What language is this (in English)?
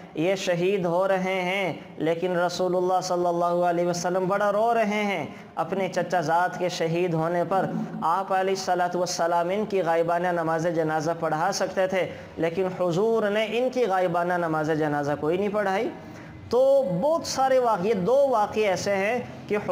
Urdu